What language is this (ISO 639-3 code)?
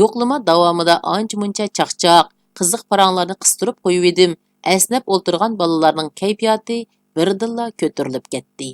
uig